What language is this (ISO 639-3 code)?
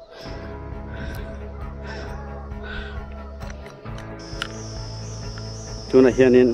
lus